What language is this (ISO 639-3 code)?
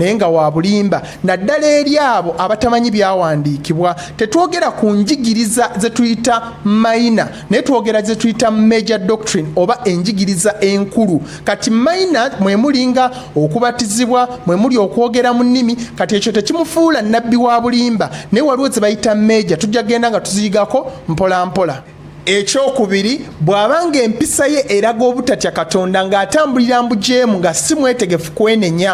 lug